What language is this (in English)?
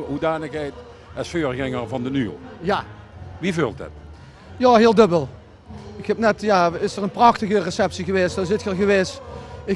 Limburgish